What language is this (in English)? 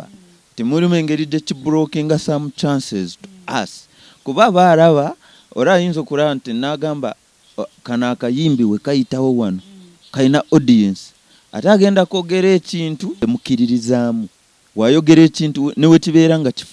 Nyankole